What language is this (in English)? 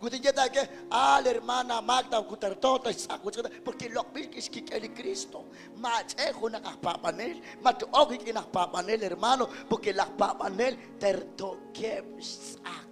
Kekchí